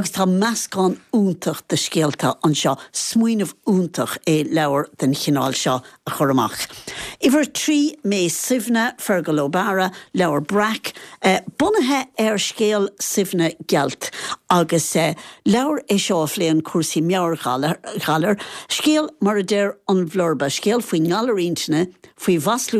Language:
Irish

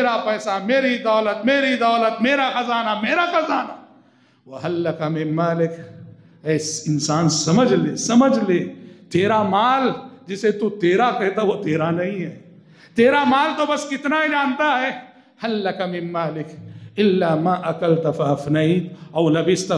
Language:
Urdu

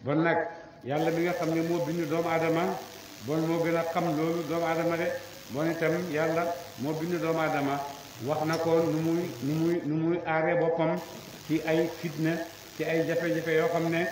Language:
Wolof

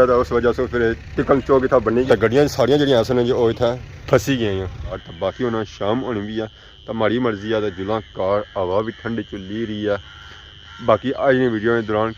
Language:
Pahari-Potwari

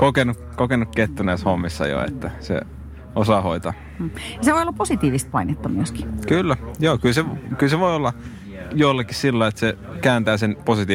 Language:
Finnish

